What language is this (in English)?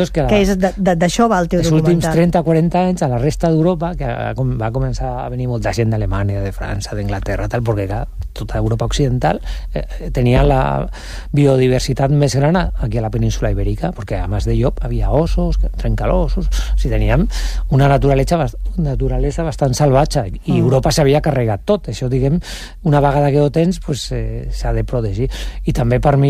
Catalan